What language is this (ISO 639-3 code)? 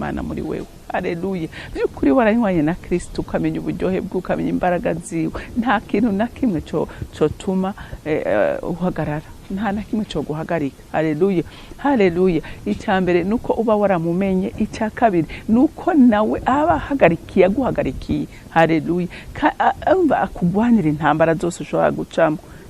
run